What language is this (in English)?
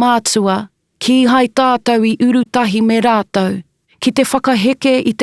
Māori